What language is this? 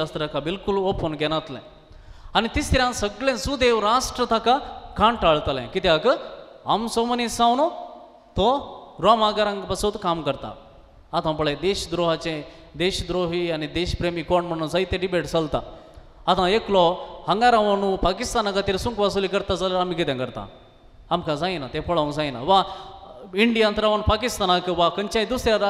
Konkani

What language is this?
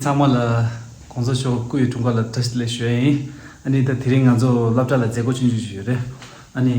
Tibetan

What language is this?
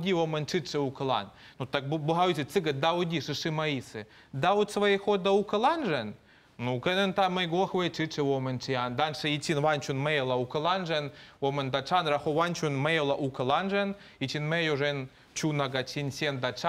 Min Nan Chinese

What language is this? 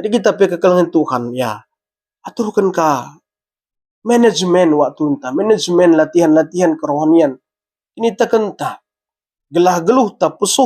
Batak Karo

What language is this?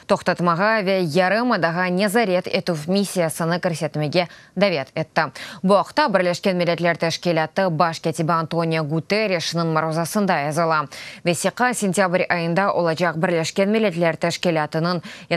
Crimean Tatar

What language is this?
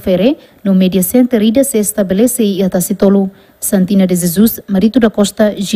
Tetum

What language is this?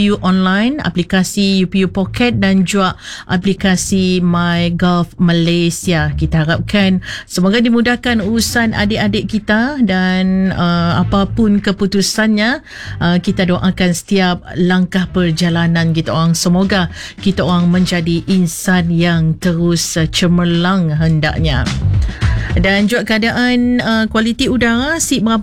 Malay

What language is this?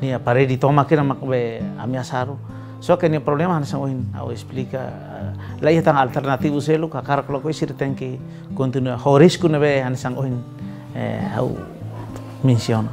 Tetum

